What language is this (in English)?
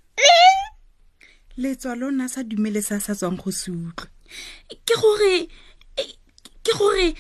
Tswana